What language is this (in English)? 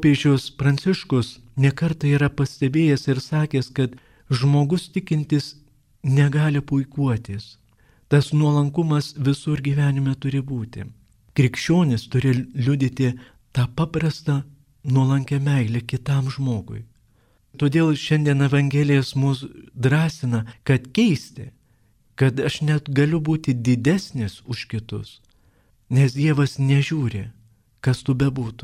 Lithuanian